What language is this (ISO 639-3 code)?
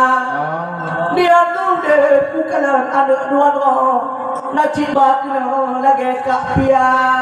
ace